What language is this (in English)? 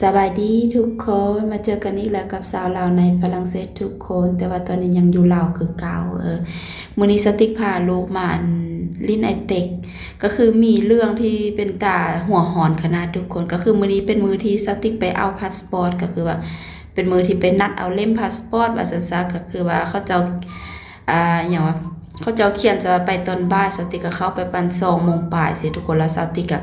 Lao